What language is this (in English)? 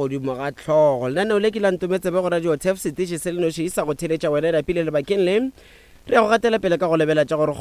Northern Sotho